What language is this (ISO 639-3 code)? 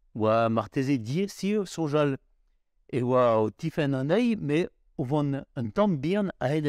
bre